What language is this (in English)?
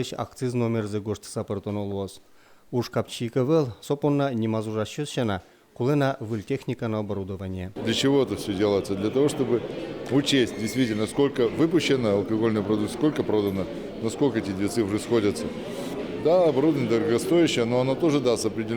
Udmurt